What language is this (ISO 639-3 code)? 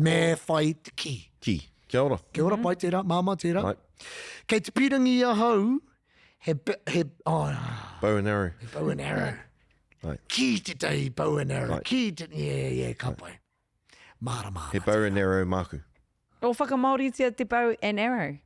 mri